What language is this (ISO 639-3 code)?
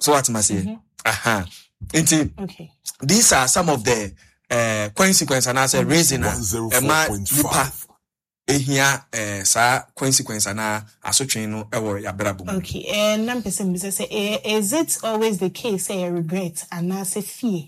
aka